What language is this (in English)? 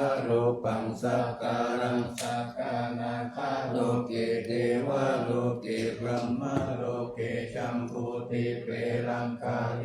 Pali